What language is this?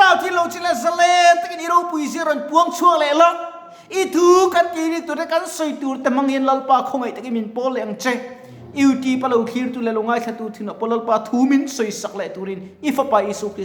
Mizo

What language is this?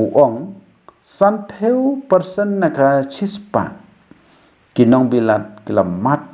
Khasi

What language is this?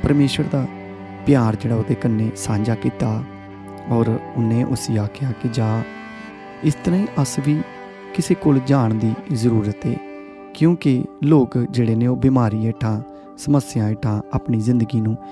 Dogri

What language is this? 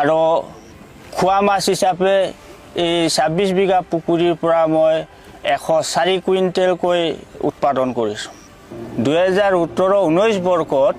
Assamese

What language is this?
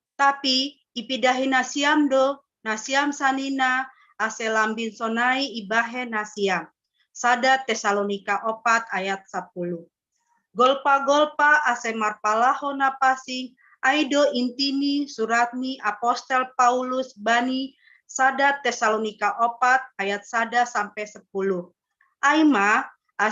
Batak Simalungun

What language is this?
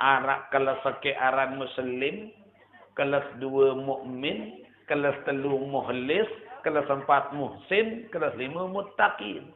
Sasak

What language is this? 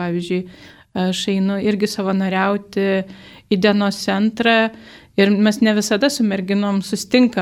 Lithuanian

